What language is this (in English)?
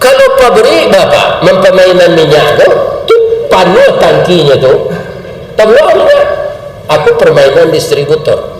Minangkabau